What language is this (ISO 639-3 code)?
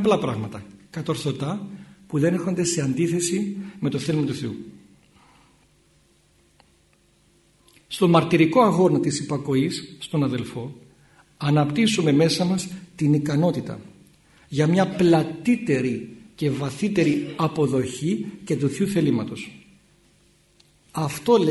ell